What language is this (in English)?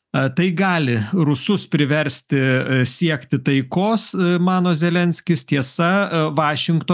Lithuanian